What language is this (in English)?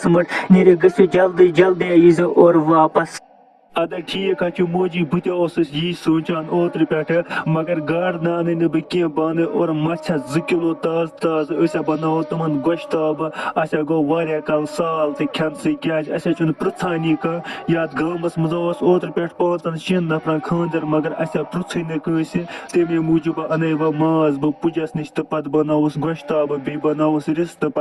Kashmiri